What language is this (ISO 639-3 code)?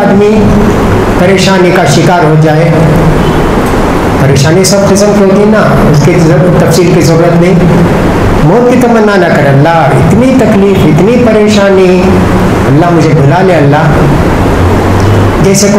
urd